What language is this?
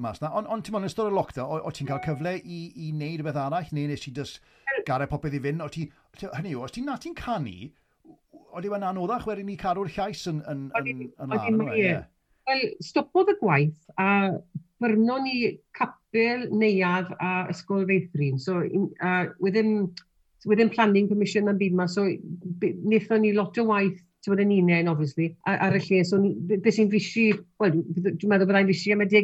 Welsh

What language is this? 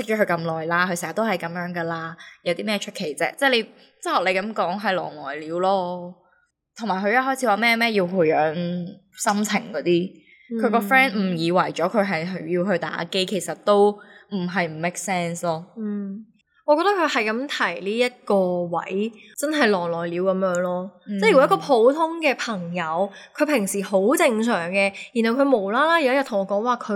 Cantonese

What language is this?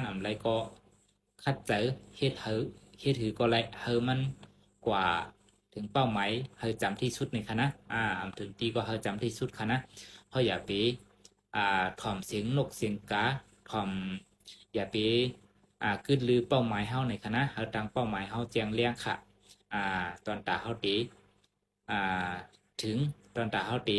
Shan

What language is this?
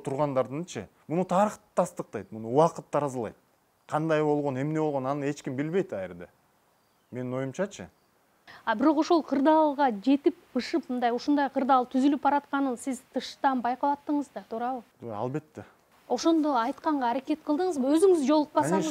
Kyrgyz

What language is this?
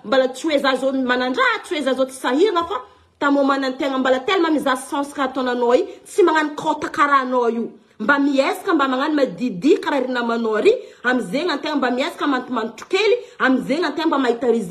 Malagasy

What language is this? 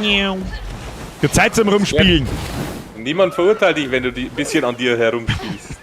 Bavarian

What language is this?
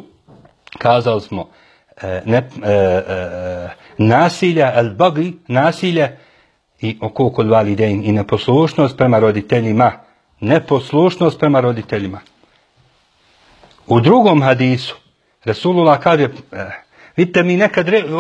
Bosnian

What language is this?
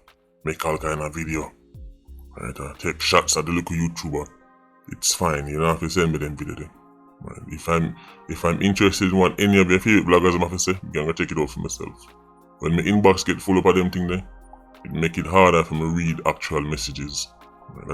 Jamaican Creole English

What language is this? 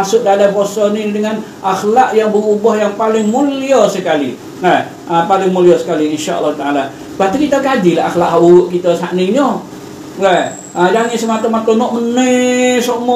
Malay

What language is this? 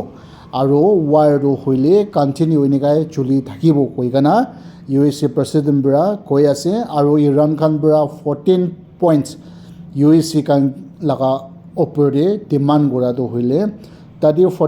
Naga Pidgin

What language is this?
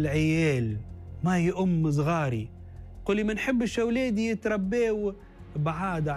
Tunisian Arabic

